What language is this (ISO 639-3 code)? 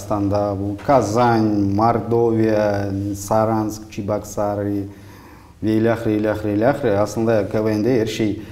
crh